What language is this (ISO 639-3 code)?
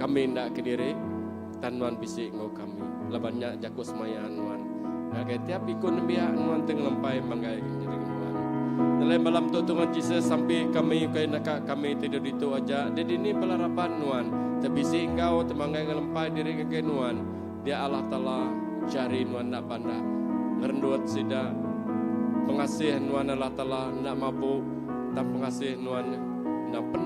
iba